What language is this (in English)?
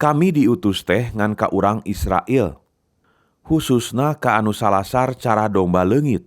Sundanese